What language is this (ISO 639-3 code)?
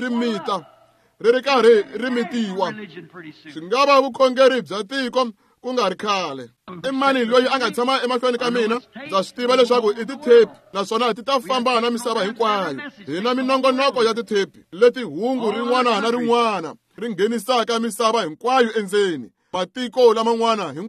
tso